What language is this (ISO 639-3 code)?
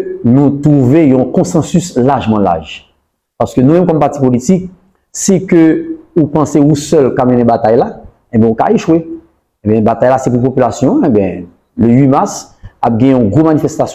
hat